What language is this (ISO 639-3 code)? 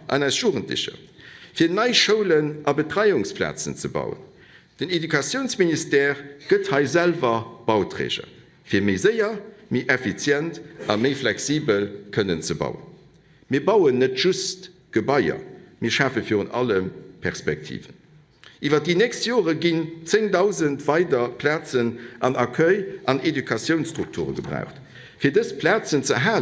ltz